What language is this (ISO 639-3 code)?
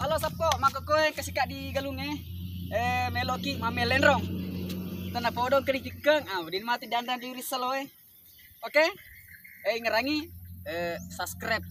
bug